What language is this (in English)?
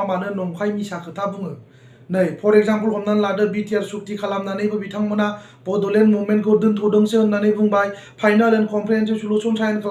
Bodo